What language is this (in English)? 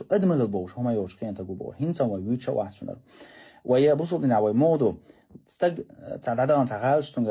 Chechen